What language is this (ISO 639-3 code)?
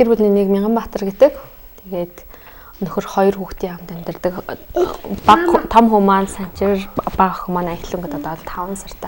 mon